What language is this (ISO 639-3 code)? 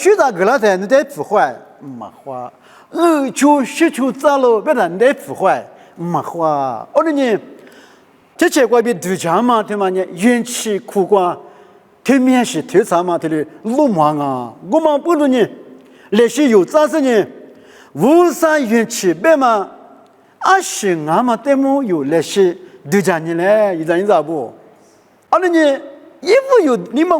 lis